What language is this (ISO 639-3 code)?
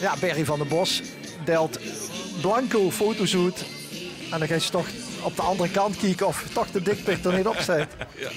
lim